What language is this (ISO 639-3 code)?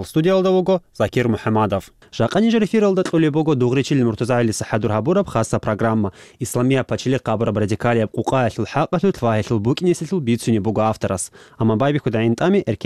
ava